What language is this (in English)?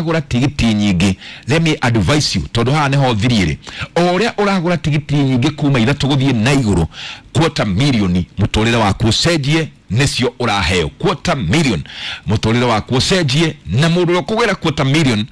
Kikuyu